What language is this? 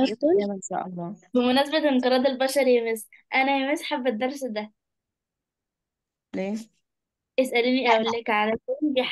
Egyptian Arabic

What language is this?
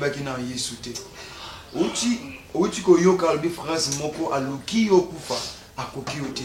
Lingala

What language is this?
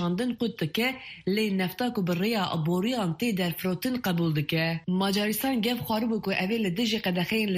Kurdish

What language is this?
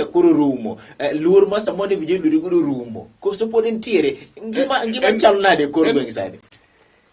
Luo (Kenya and Tanzania)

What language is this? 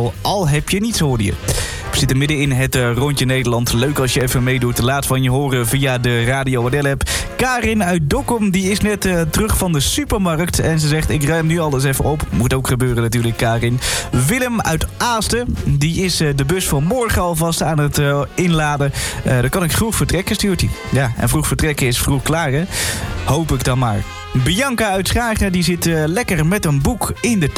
Dutch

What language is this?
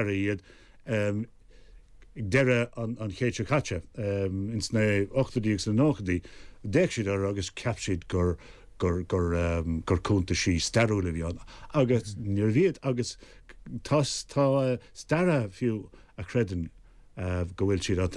Irish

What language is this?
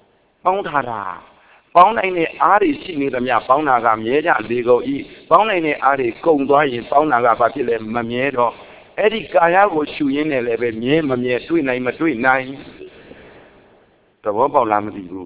Burmese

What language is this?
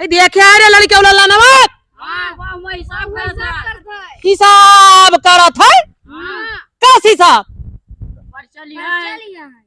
Awadhi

